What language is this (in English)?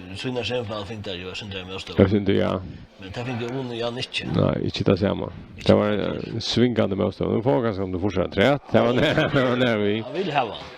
Faroese